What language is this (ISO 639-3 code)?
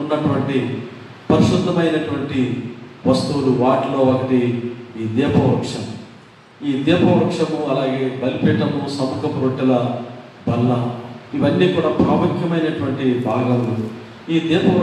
tel